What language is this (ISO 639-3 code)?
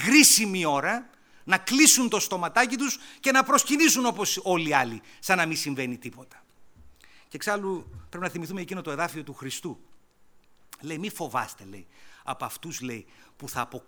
ell